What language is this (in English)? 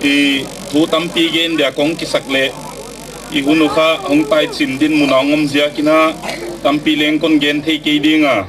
Gangte